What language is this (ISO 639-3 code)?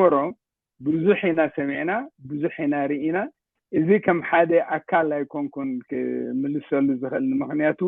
tir